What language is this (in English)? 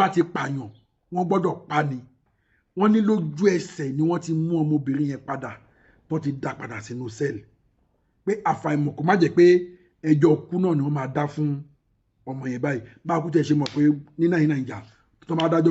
Yoruba